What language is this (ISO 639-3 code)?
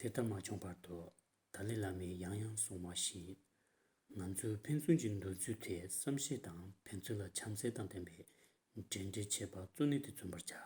bod